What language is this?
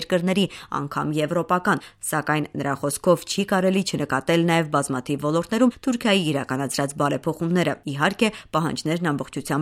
Armenian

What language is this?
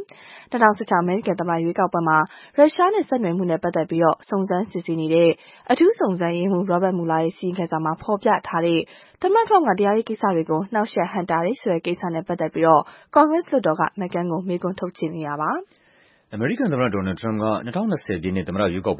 Burmese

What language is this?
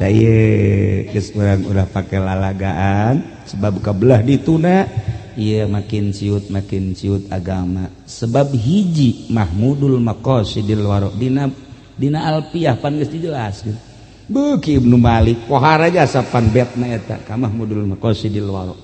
Sundanese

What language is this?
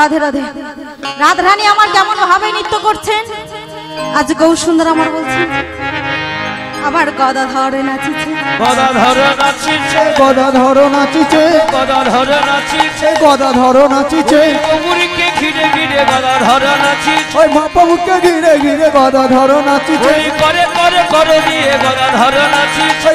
Bangla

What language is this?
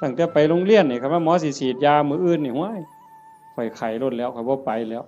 Northeastern Thai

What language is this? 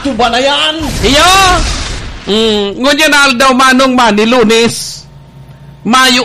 Bikol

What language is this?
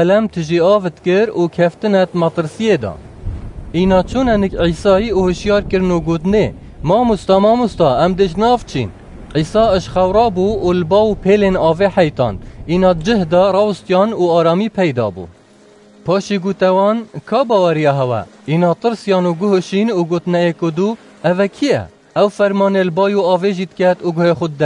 Kurdish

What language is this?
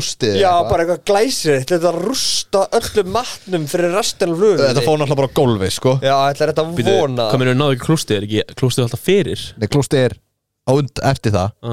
Icelandic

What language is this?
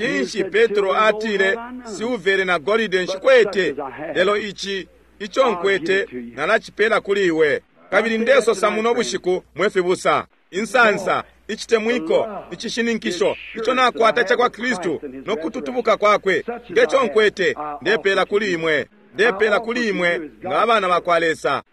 Bemba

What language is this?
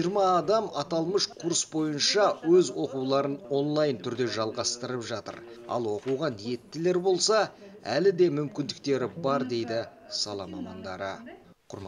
Kazakh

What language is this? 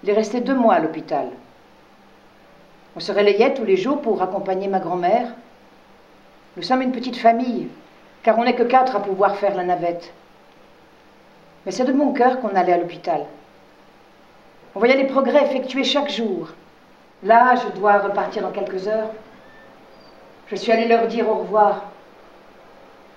French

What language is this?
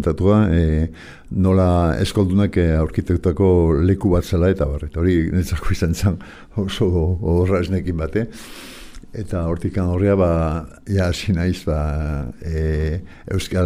Basque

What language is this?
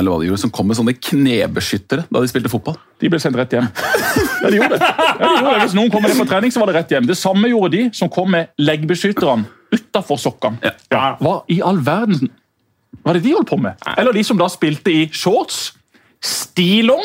Norwegian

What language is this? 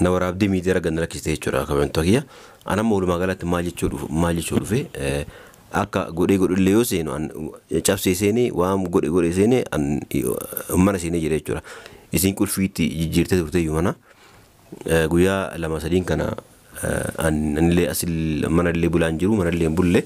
Oromo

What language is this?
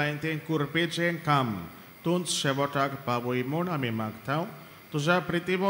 Konkani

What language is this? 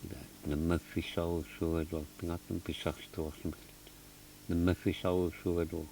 Kalaallisut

